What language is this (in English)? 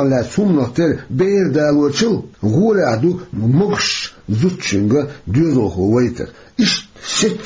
Chechen